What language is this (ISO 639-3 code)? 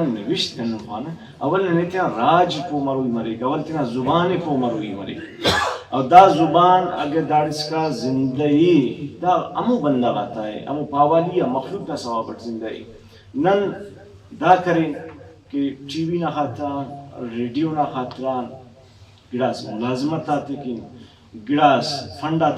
brh